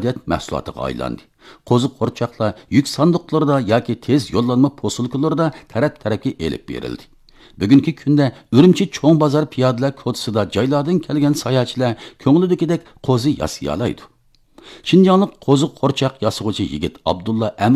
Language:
Uyghur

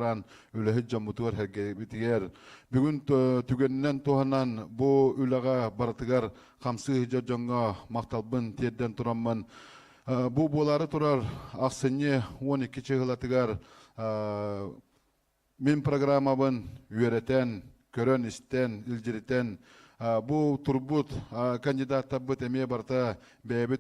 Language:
Yakut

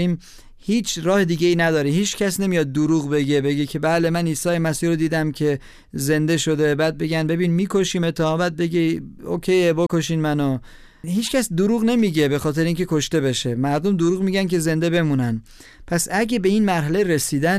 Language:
Persian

